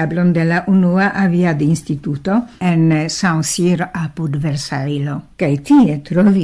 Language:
Esperanto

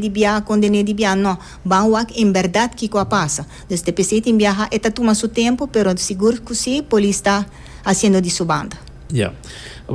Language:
Papiamento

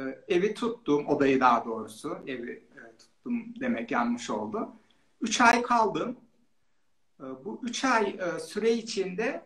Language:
Turkish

